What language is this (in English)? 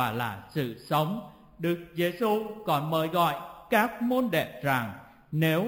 Vietnamese